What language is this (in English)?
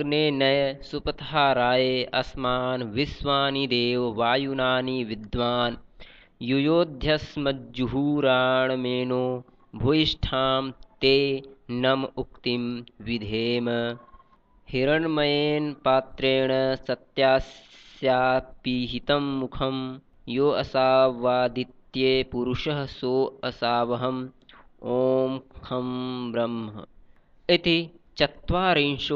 Sanskrit